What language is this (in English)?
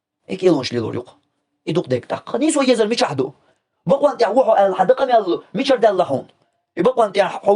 Chechen